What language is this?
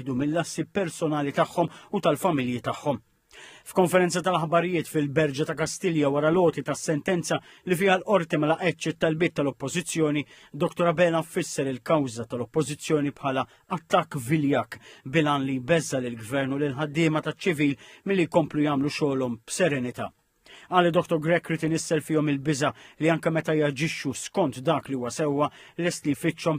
Maltese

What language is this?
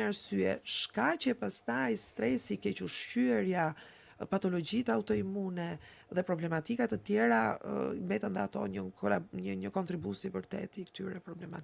Albanian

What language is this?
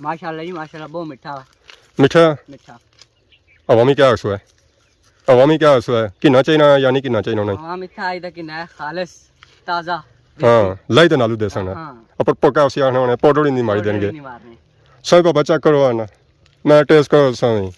Pahari-Potwari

